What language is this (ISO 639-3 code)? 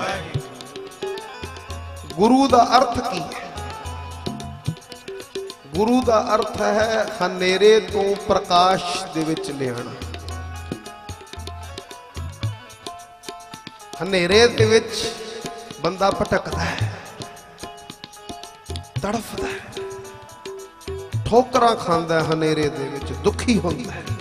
pan